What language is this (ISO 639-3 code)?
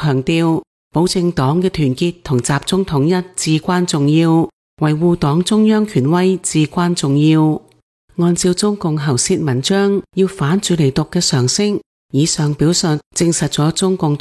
yue